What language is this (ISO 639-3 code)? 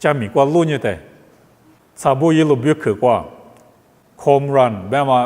lis